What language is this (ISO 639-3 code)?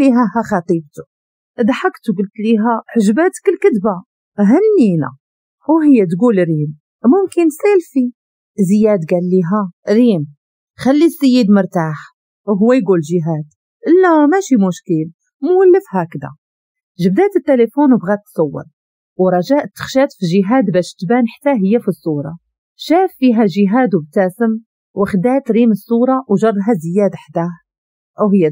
ary